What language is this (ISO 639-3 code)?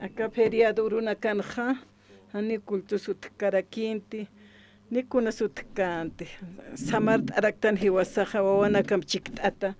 aym